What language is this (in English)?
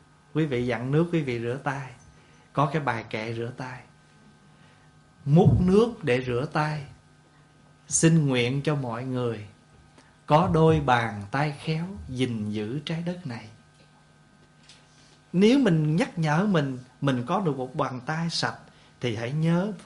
Vietnamese